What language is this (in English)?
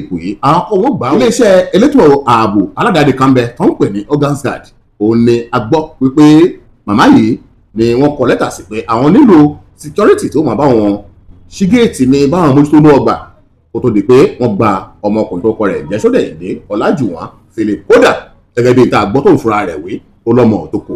Yoruba